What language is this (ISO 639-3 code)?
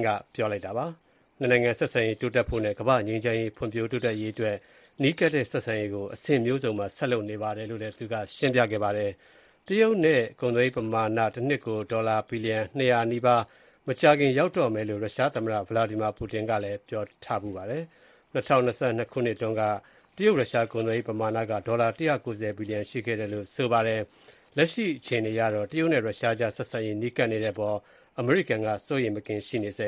mya